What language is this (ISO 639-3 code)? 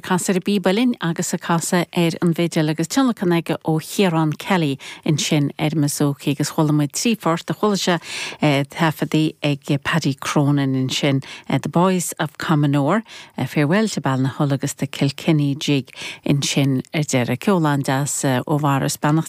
gle